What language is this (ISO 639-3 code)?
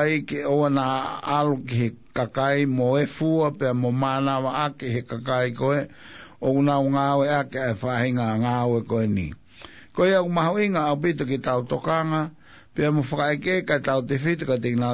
ton